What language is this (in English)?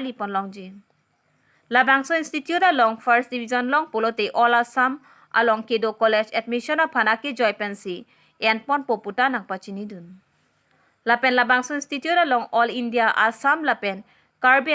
Karbi